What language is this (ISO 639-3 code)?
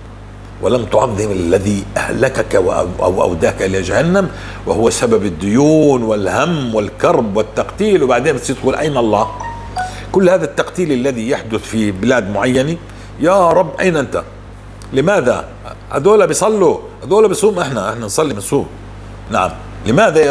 apc